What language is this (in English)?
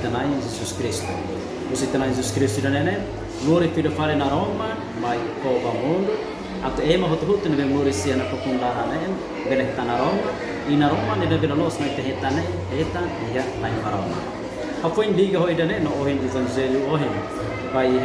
Tetum